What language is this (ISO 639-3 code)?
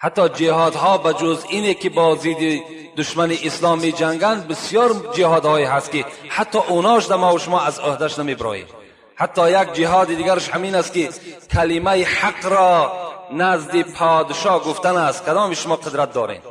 tgk